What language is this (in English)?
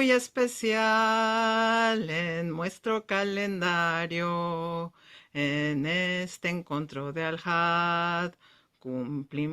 Ladino